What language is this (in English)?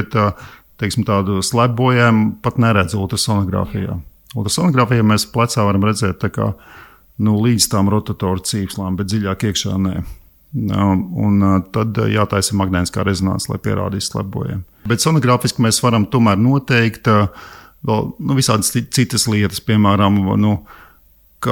Latvian